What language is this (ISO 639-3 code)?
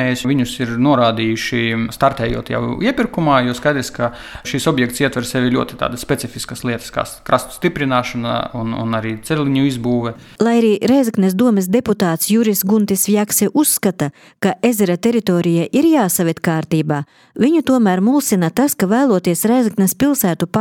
lav